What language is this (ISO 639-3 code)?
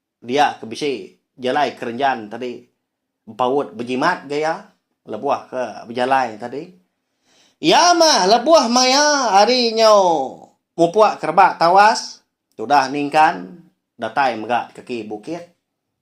iba